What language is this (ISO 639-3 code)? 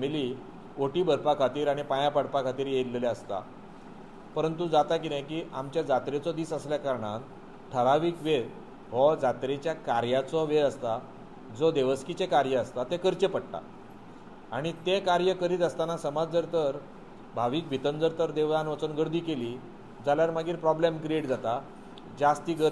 kok